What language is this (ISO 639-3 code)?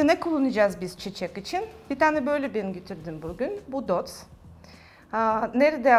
tur